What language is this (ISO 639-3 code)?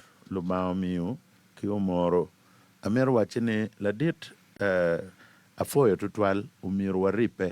ach